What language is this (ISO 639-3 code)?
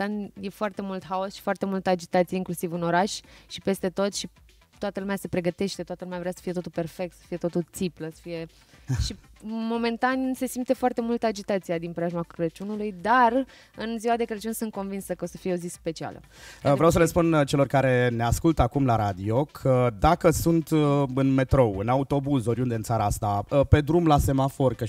ron